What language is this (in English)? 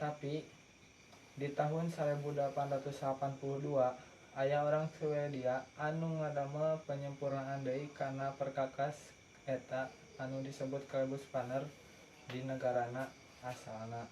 Sundanese